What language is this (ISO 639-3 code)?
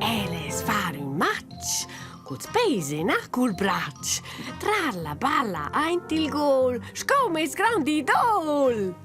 roh